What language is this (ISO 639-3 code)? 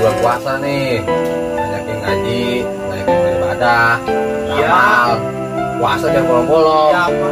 bew